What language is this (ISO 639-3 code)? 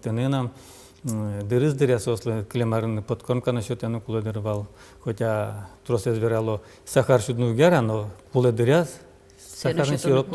udm